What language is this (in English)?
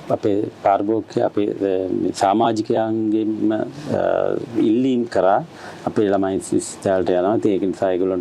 Sinhala